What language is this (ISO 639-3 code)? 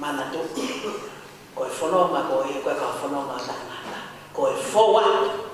ton